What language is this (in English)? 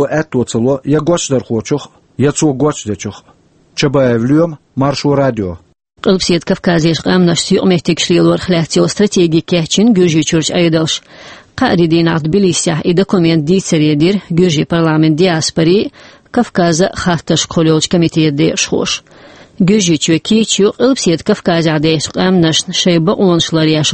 Chechen